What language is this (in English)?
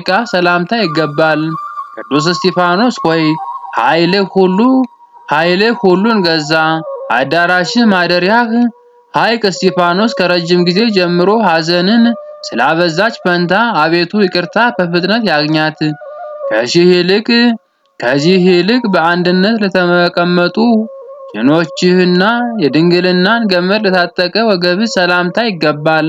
Amharic